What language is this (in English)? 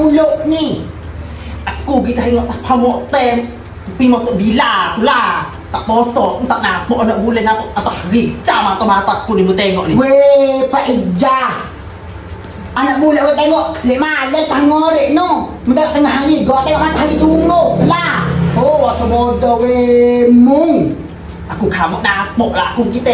Malay